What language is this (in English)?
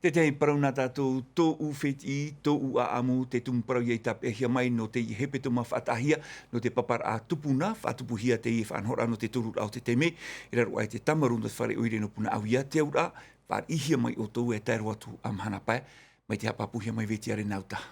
Tahitian